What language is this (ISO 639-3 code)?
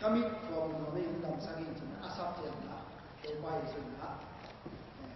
ctd